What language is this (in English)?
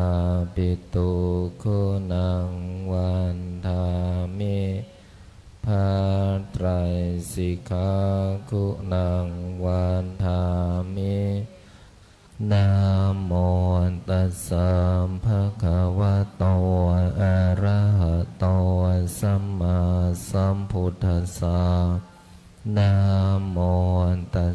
Pali